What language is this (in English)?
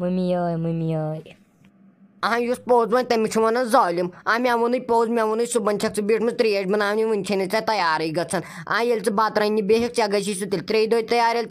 Kashmiri